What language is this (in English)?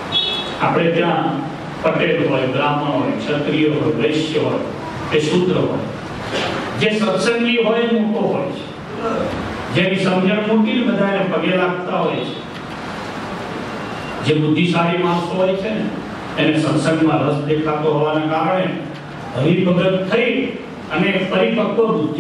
Gujarati